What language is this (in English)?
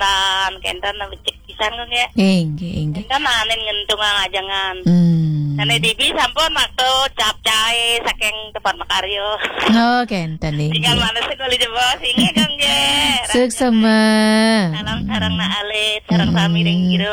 Balinese